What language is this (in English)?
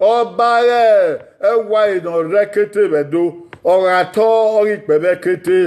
Bini